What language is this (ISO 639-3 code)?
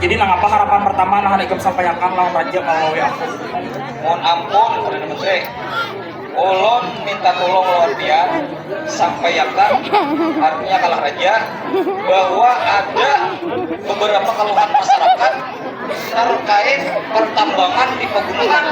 bjn